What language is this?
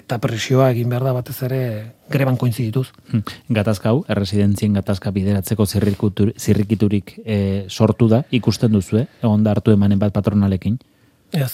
Basque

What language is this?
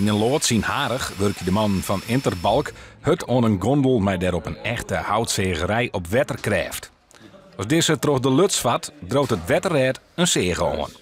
Western Frisian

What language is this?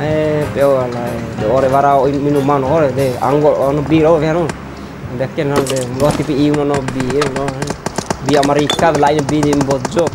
Bima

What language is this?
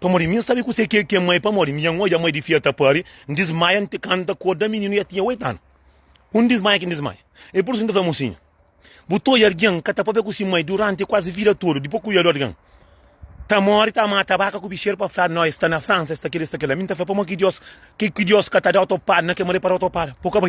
Kabuverdianu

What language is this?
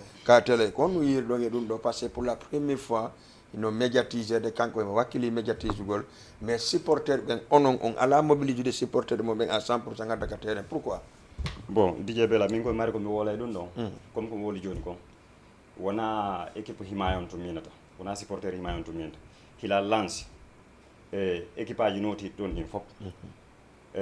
Fula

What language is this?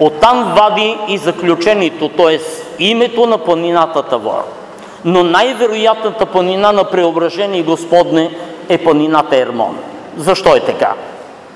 Bulgarian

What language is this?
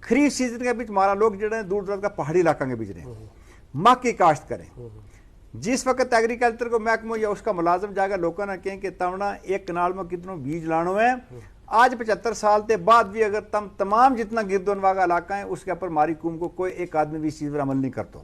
Gujari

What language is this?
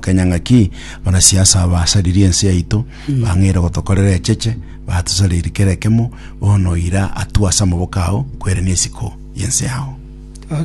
Gusii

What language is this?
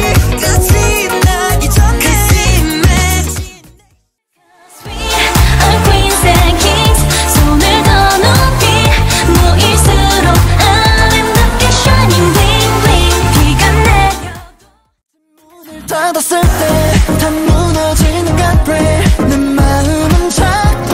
Korean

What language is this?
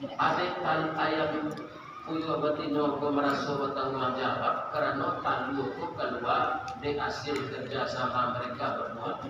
Minangkabau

